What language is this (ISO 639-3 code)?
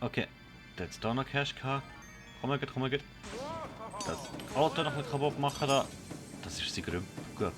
gsw